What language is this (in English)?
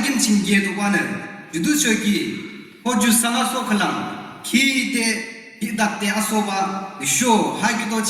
Yimchungru Naga